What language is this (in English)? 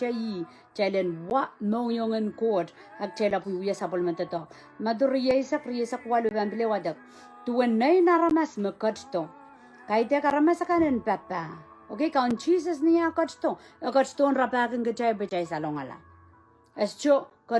Pohnpeian